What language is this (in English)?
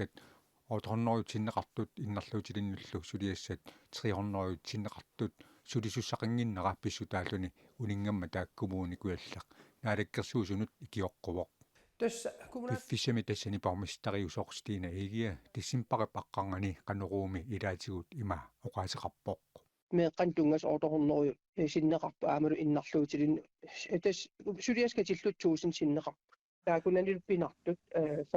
Kalaallisut